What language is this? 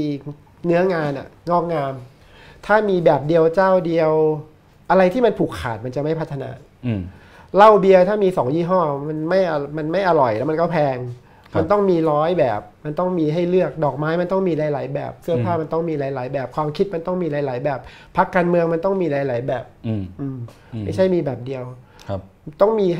Thai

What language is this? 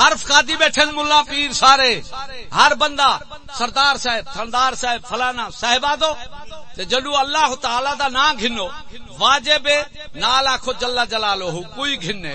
Saraiki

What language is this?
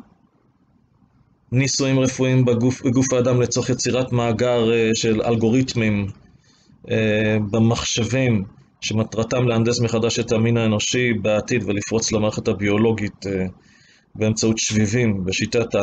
Hebrew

